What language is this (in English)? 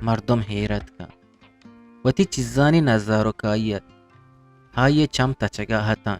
Eastern Balochi